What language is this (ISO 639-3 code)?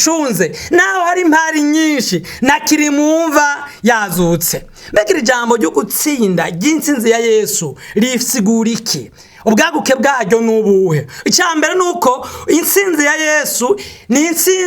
run